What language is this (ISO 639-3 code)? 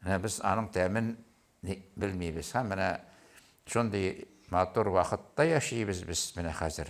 tat